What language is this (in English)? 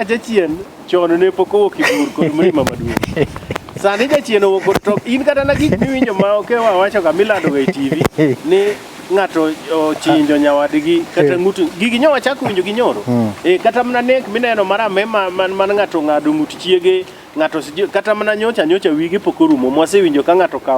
Luo (Kenya and Tanzania)